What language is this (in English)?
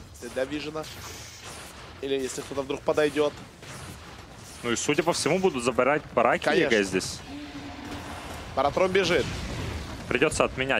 Russian